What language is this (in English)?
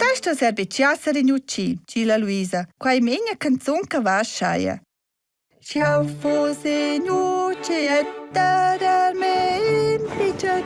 Romansh